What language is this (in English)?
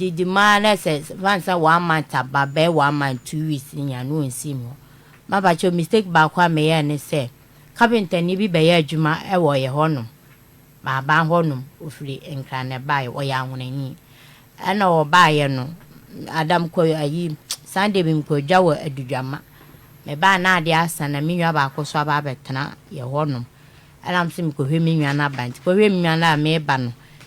Akan